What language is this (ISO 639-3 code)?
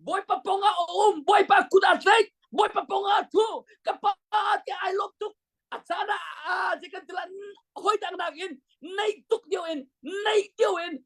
cnh